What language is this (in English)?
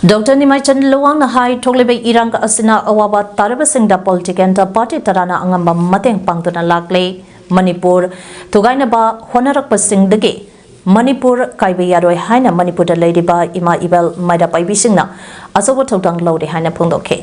Manipuri